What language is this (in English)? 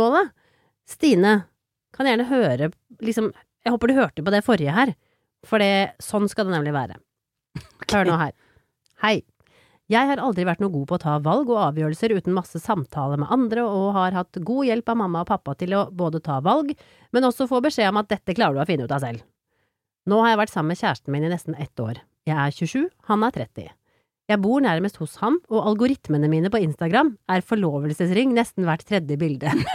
Norwegian